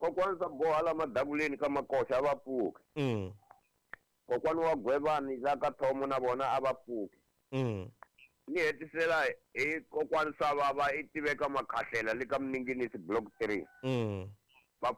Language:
Tsonga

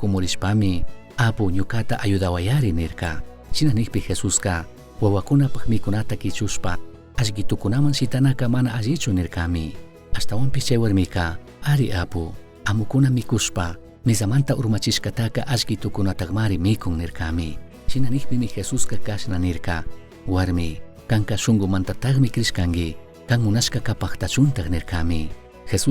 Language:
Chimborazo Highland Quichua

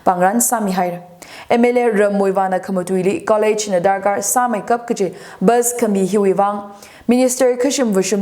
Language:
Tangkhul Naga (India)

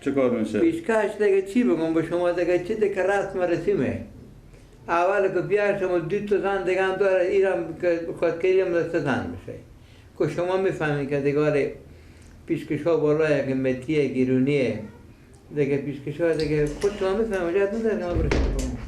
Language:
Persian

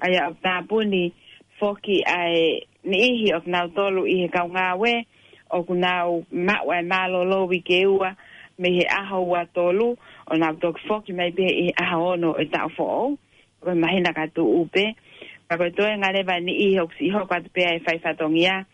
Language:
Tongan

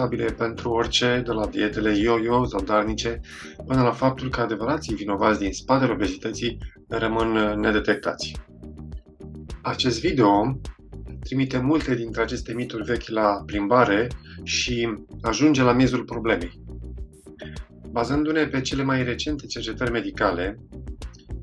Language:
Romanian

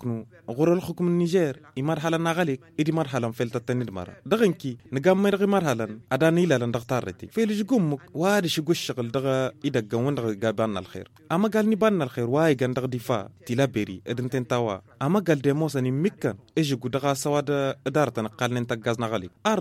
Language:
Tamasheq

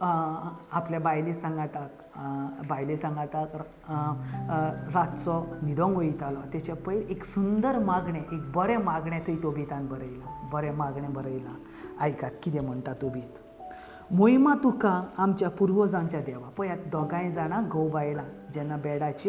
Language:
Konkani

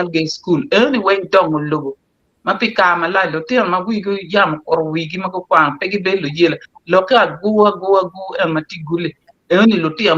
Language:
Acoli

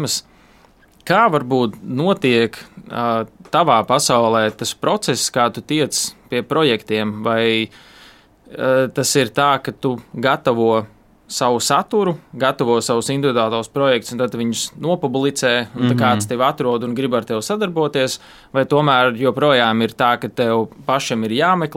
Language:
Latvian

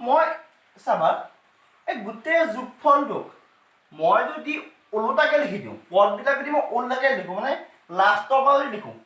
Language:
Assamese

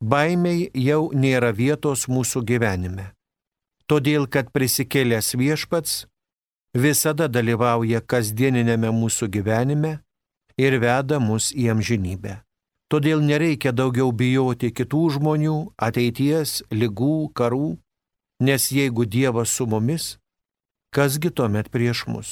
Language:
Lithuanian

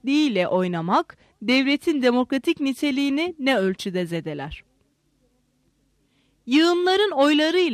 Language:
Turkish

